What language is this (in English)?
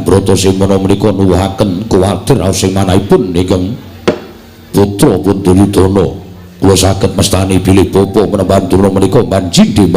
Javanese